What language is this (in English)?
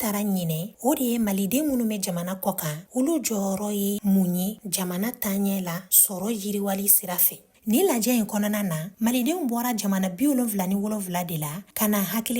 Bambara